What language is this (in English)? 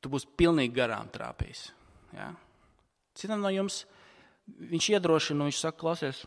Latvian